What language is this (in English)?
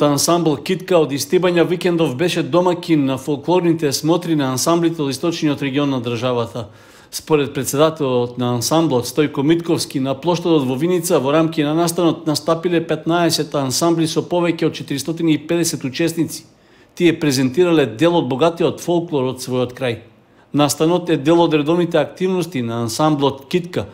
Macedonian